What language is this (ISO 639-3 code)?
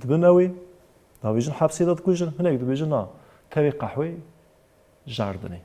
kur